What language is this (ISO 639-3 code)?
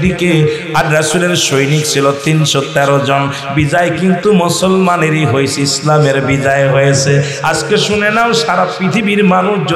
ben